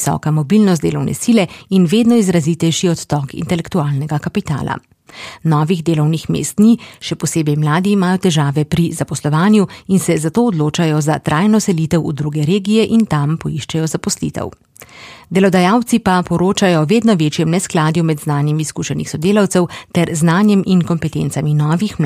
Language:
Slovenian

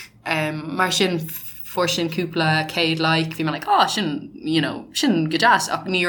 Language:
Irish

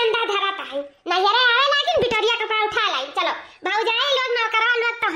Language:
Awadhi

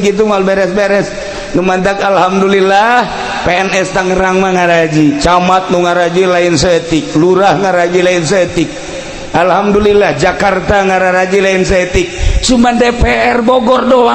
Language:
Sundanese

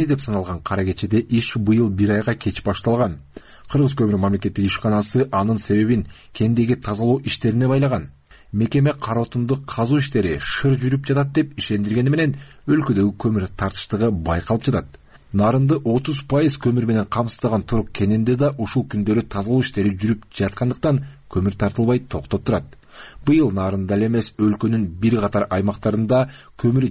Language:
Kyrgyz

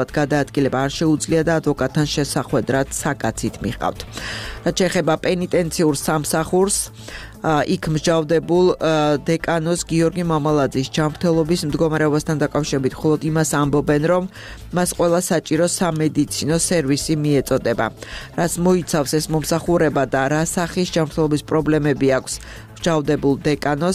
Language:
Georgian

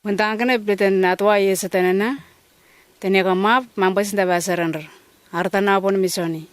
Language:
Letemboi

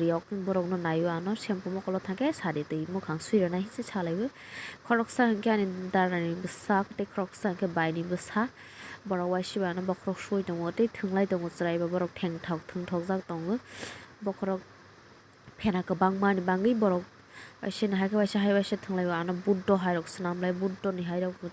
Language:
Kok Borok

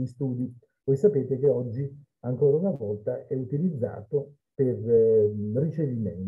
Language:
Italian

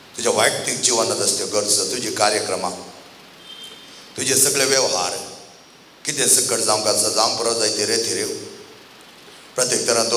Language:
Konkani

